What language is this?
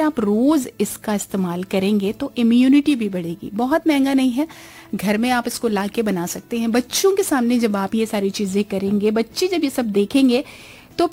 Hindi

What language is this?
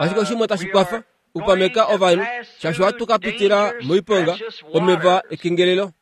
Kuanyama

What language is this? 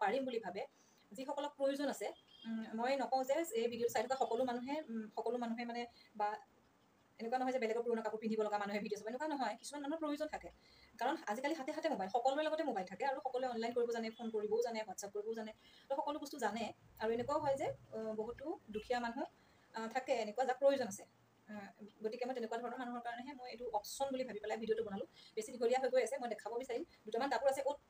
Assamese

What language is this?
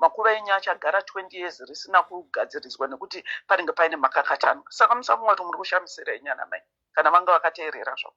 Shona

